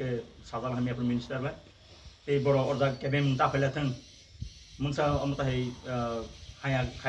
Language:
Riang (India)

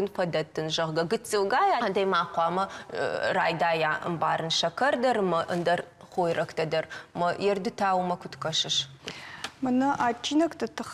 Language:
Ossetic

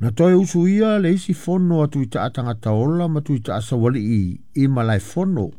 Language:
Samoan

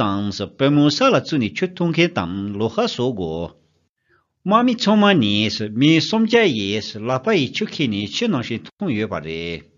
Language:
Tibetan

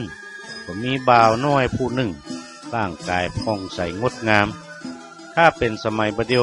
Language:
Northern Thai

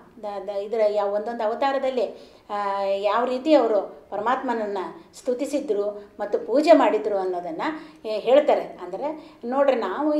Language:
Kannada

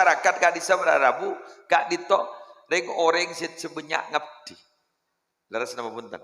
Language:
Madurese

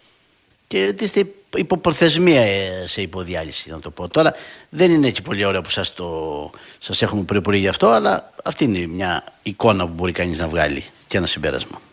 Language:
Greek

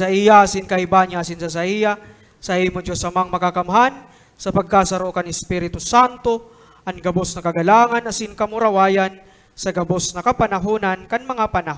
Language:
Bikol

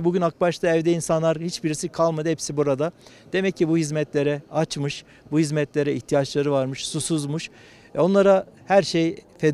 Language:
Turkish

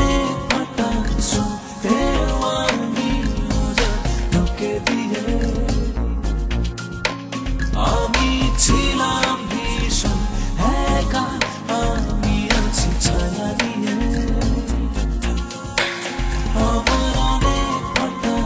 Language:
Bangla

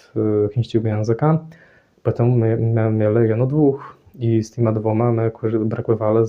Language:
Kashubian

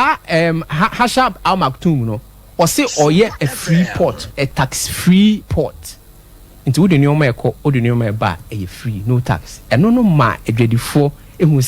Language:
Akan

